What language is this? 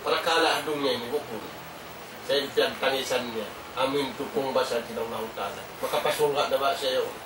Tausug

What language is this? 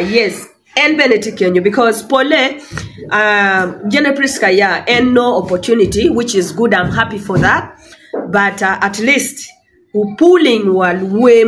Acoli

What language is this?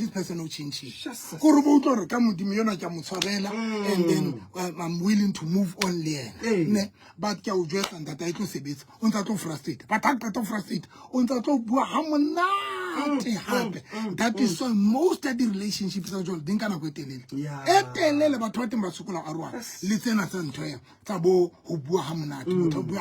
Southern Sotho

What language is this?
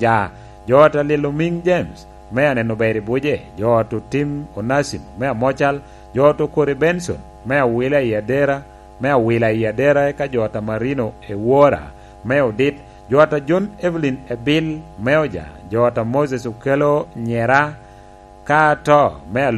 Lango (Uganda)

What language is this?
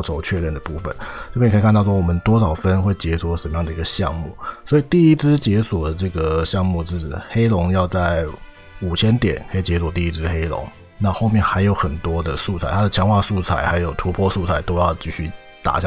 Chinese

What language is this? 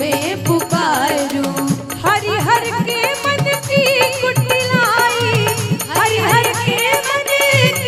Hindi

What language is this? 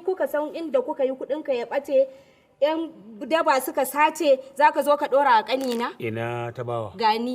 Hausa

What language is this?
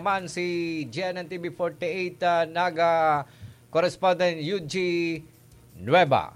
Bikol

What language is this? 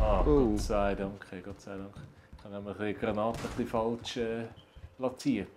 Swiss German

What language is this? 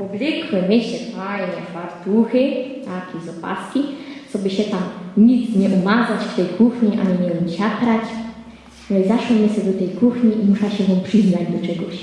Silesian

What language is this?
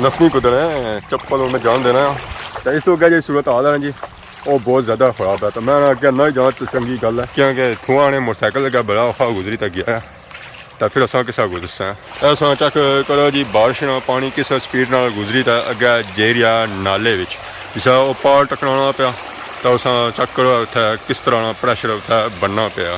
Pahari-Potwari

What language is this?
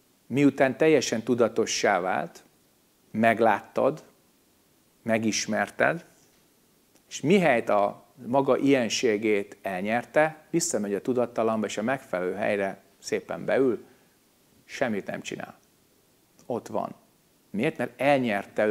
Hungarian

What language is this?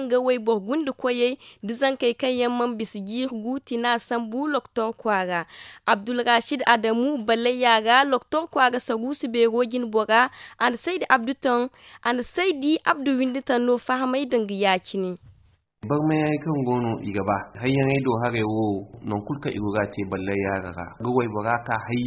Zarma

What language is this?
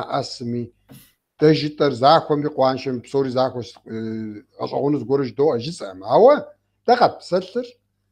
Kabardian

